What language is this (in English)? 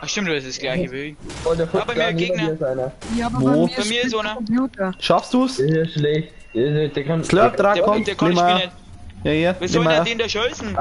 Bavarian